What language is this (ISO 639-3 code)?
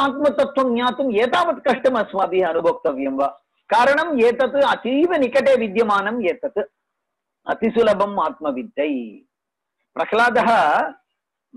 san